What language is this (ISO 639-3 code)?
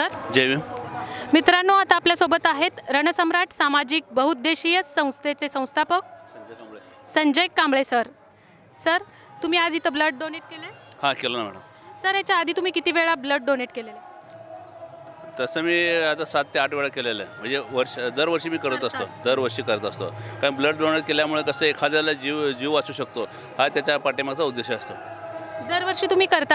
mar